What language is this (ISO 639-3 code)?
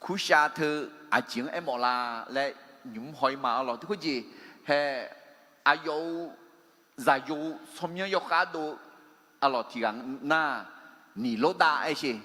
ahk